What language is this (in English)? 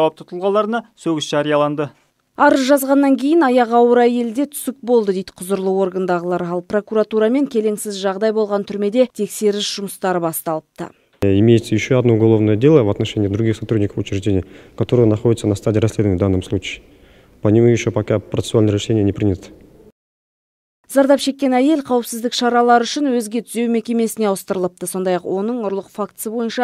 Kazakh